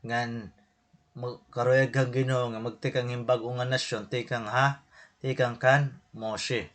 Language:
Waray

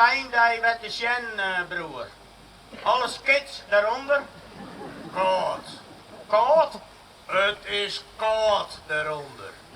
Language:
Western Frisian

